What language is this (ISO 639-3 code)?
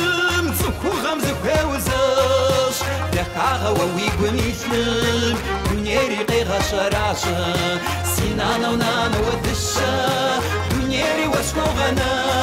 kbd